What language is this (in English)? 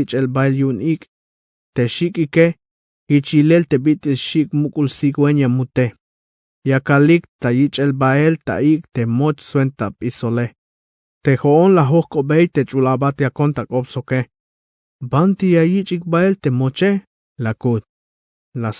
Tzeltal